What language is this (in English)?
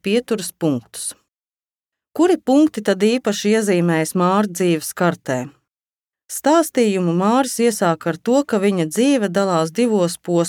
Latvian